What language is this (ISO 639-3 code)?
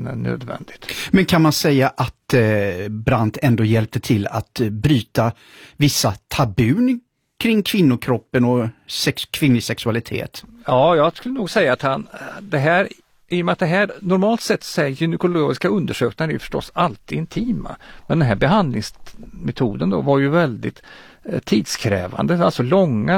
swe